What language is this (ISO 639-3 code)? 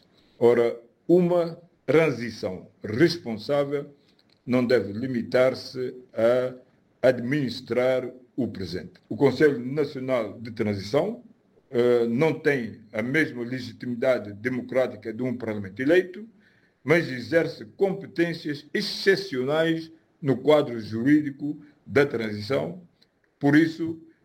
por